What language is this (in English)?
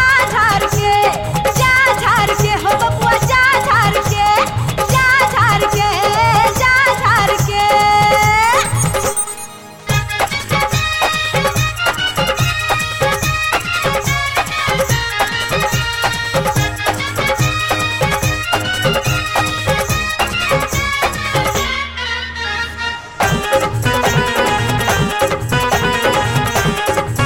Bhojpuri